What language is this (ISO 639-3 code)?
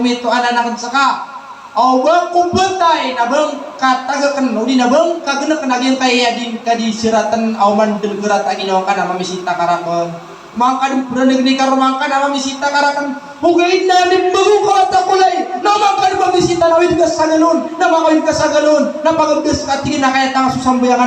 mrw